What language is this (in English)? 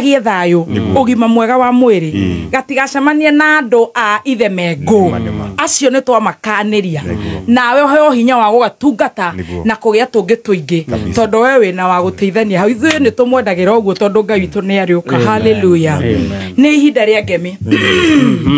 Kikuyu